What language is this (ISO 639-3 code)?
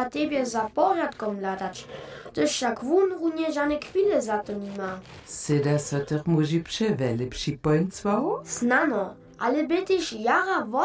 hsb